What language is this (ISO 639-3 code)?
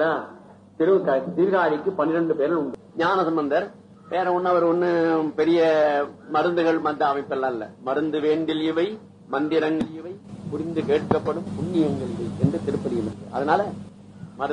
tam